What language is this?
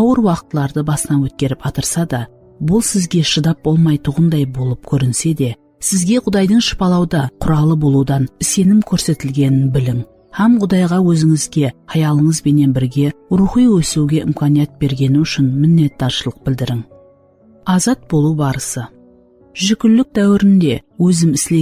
Kara-Kalpak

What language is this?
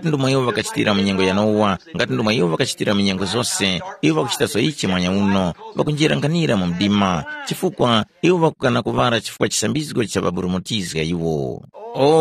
Tumbuka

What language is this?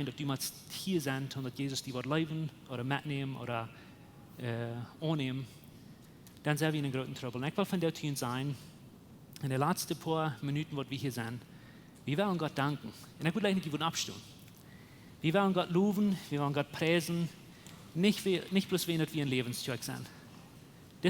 Plautdietsch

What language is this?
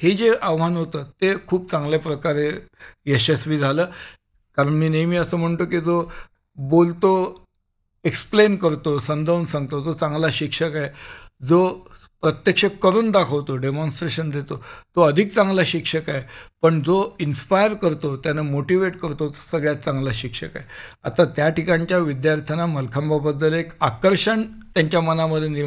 Marathi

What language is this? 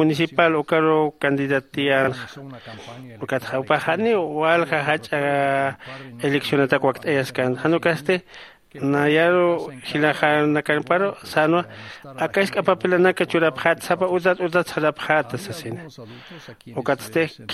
Aymara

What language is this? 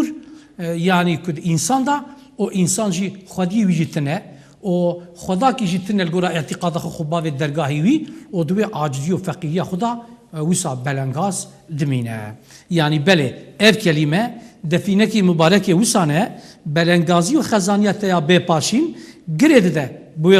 Kurdish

